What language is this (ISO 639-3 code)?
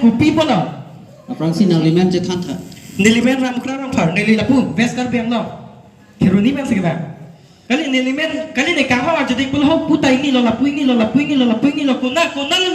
mjw